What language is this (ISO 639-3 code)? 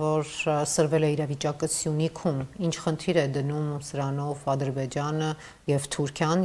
hye